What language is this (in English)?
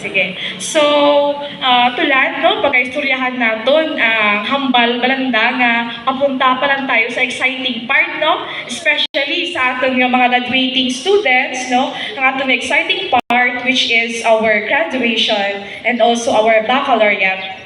Hiligaynon